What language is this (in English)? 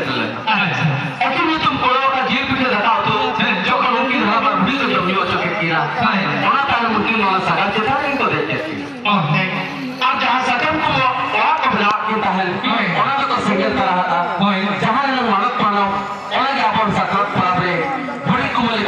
Santali